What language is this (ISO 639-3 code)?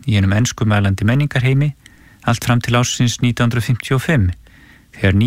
isl